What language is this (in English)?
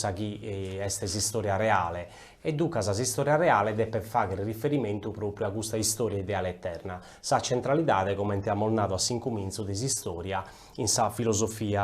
Sardinian